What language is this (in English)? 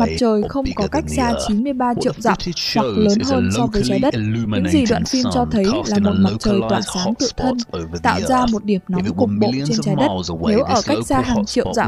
Vietnamese